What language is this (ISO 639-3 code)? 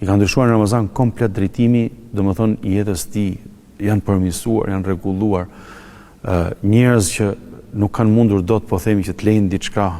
sqi